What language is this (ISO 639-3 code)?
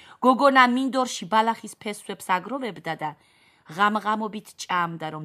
kat